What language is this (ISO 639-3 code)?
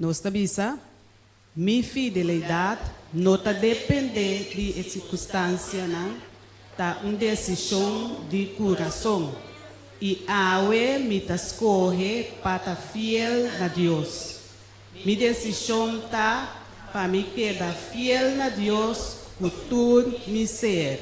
pap